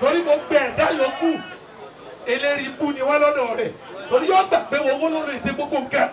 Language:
Yoruba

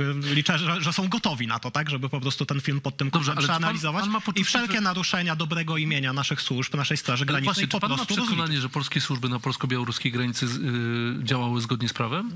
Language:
Polish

